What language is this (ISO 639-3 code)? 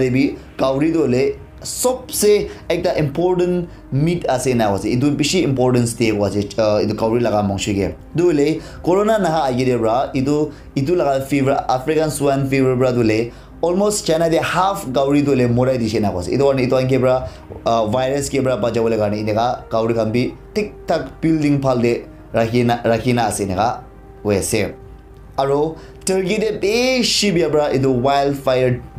nag